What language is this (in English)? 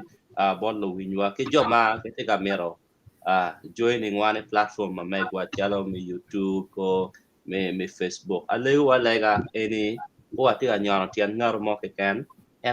Acoli